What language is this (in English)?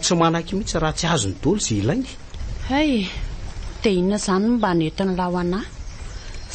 Malagasy